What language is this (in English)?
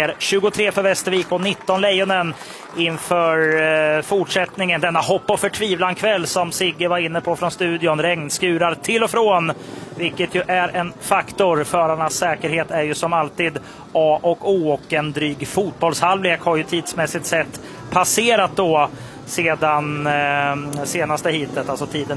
Swedish